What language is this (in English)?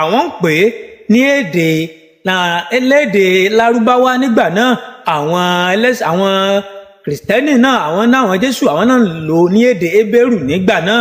Yoruba